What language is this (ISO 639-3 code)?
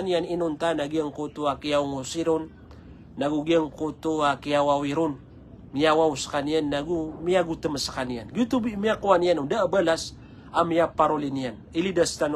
mrw